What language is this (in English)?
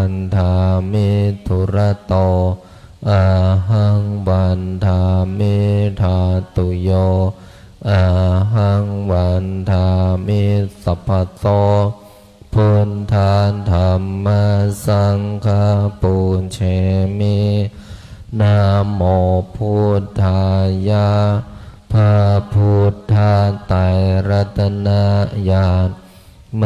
Pali